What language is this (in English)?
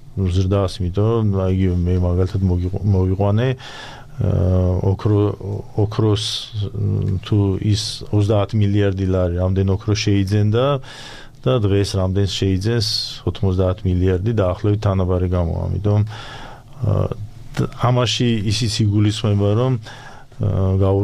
Georgian